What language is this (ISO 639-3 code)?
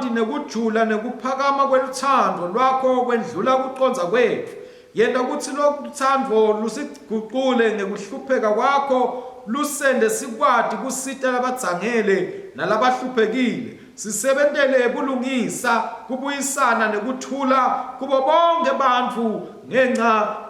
ssw